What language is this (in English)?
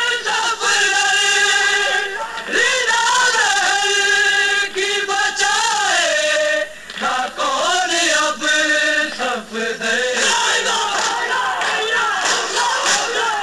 Urdu